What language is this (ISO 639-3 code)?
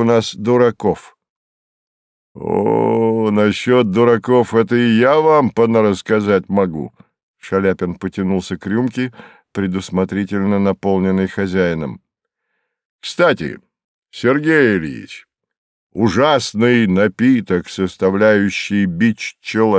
rus